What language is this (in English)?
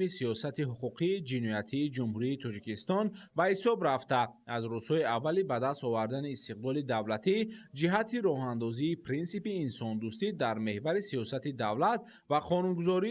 Tajik